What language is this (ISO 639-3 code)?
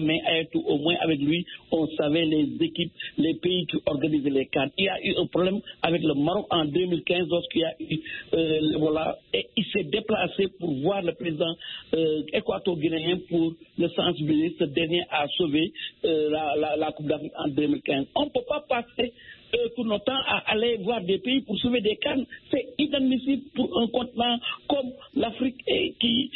fra